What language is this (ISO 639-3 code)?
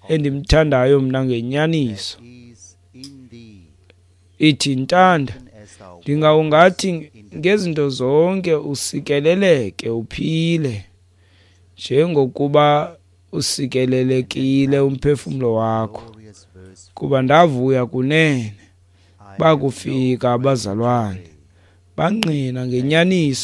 xho